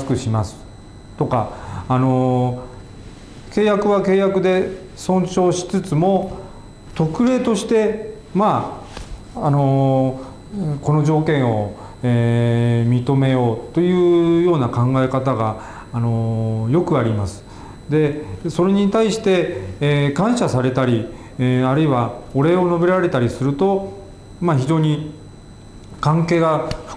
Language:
Japanese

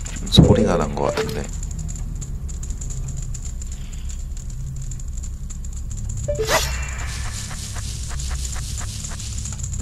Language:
Korean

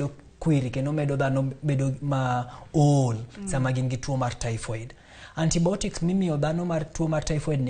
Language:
Luo (Kenya and Tanzania)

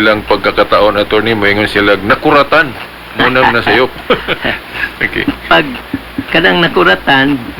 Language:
Cebuano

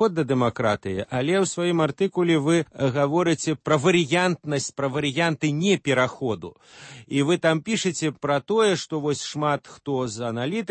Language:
Belarusian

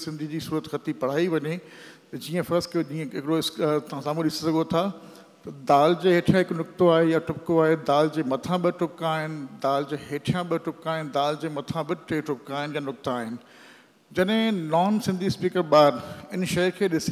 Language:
Sindhi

